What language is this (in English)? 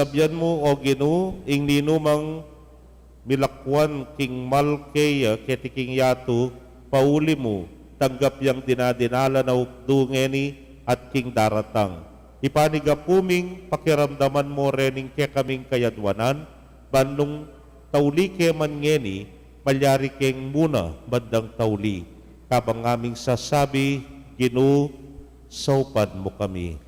Pampanga